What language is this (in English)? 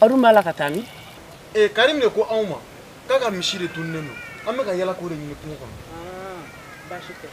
Bambara